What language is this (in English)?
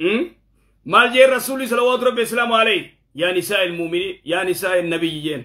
Oromo